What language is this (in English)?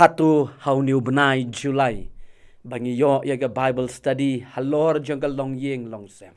Khasi